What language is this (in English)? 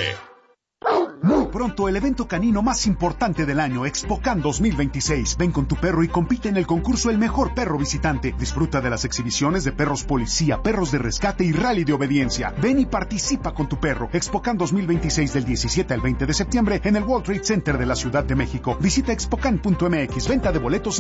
Spanish